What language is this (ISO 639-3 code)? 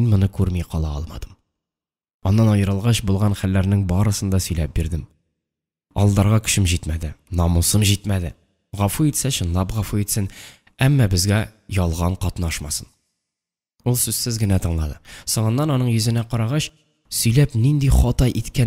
tat